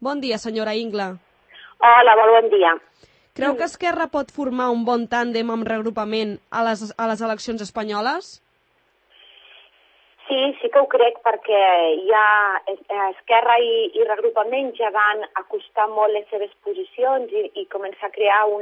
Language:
Catalan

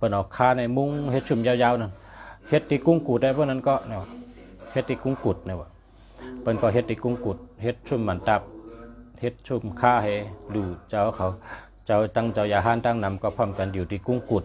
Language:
Shan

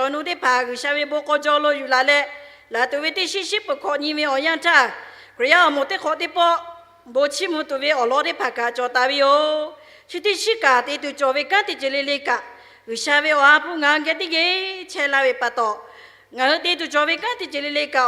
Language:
Lahu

